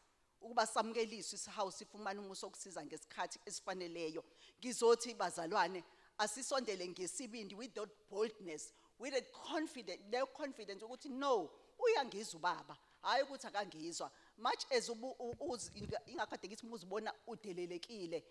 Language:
Zulu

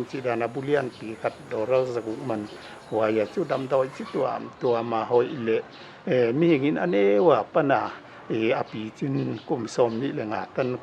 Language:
Paite Chin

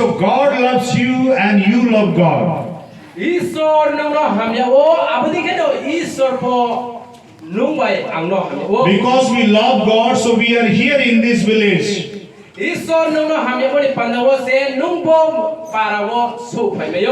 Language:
Kok Borok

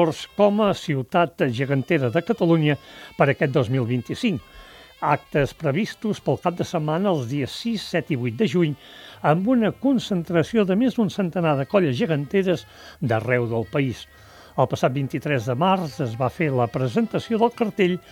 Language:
Catalan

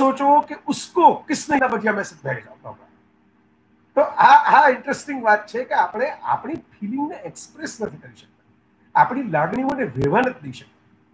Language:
Gujarati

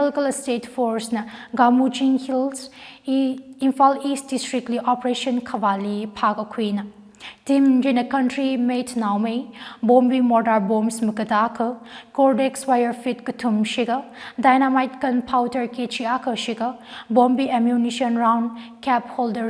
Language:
Tangkhul Naga (India)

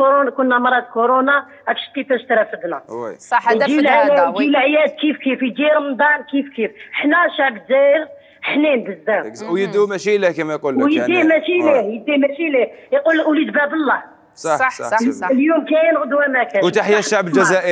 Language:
Algerian Arabic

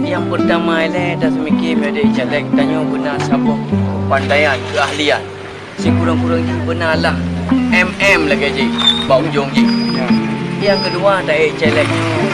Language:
Achinese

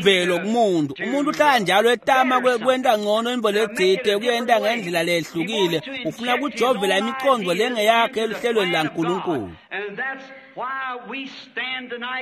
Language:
Swati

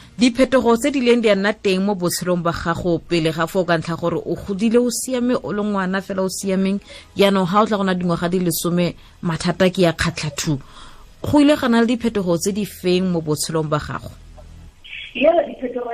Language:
Tswana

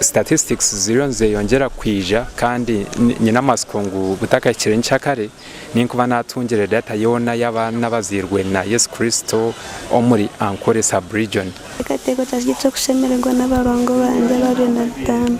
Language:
Nyankole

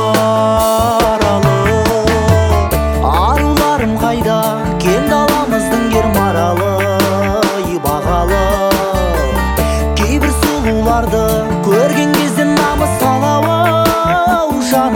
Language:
Kazakh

